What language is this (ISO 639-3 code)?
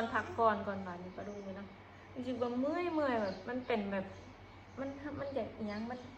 tts